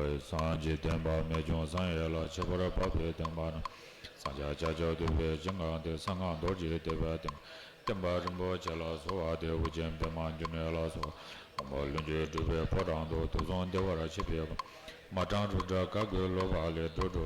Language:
Tibetan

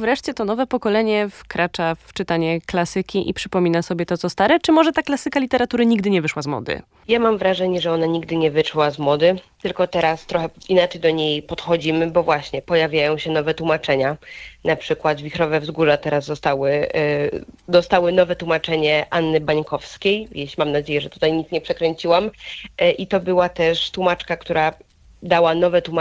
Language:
Polish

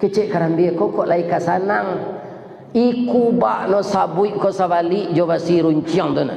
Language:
Minangkabau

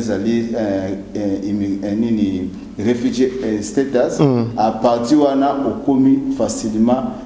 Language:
Lingala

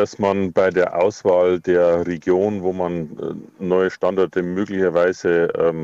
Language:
German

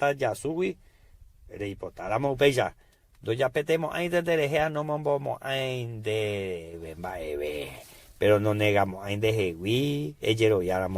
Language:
Guarani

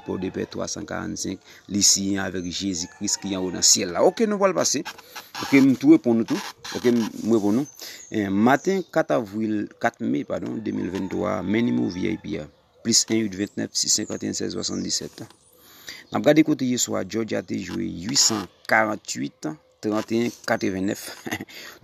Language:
Haitian Creole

